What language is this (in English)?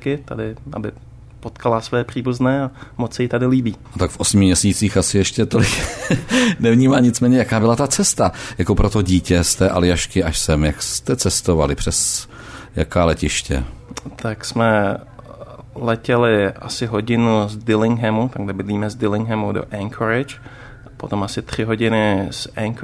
Czech